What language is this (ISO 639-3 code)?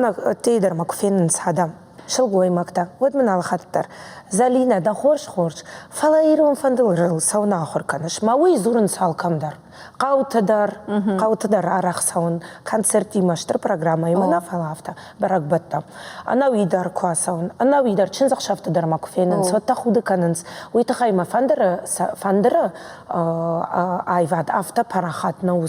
oss